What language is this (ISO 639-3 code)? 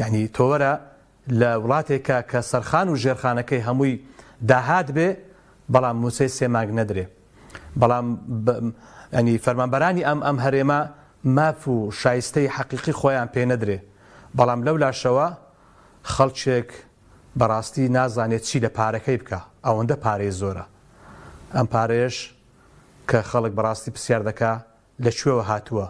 ckb